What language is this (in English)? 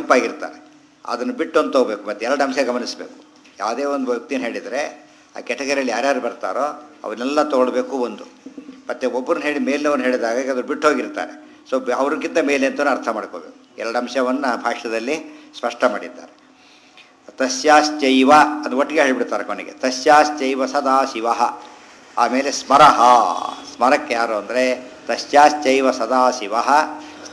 Kannada